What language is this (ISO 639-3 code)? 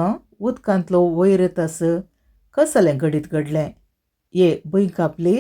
kok